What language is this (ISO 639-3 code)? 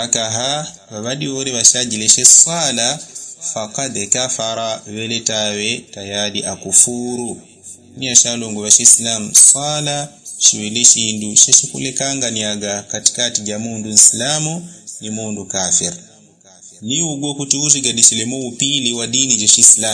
yao